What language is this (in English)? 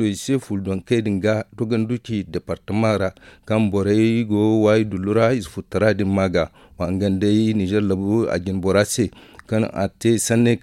Zarma